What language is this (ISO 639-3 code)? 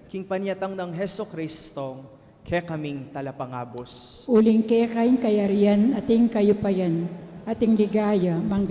pam